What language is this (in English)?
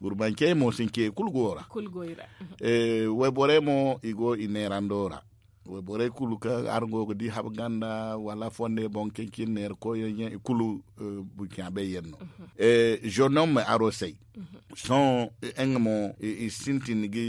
Zarma